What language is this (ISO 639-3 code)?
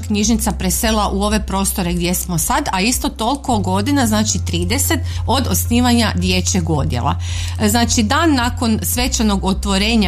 hrv